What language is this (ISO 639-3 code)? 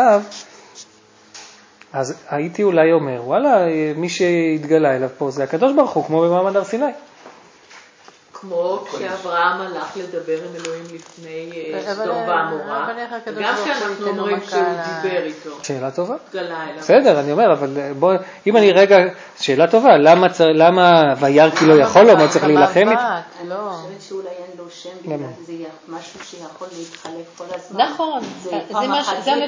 heb